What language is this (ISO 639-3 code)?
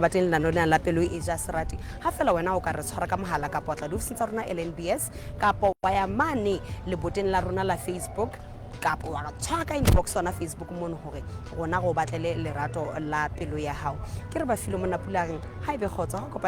sot